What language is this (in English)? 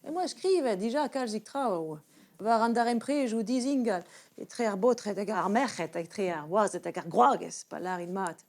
Breton